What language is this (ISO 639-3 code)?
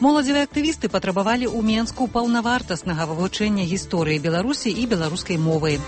bel